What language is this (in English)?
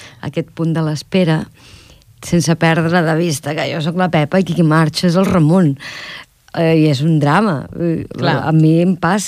Catalan